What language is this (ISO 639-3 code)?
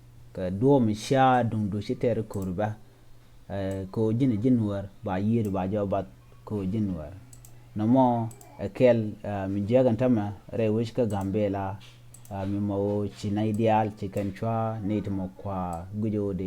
nus